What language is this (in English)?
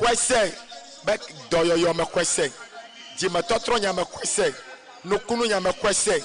Ewe